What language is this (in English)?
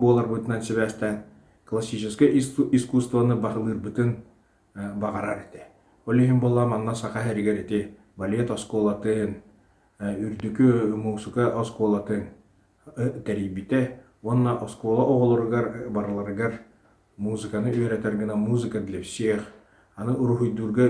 Yakut